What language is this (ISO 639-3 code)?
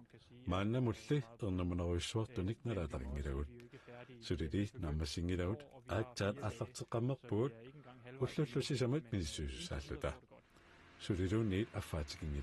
kal